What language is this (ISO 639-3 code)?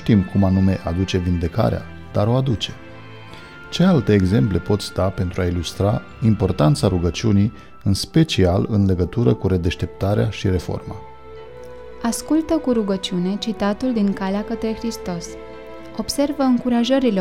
ron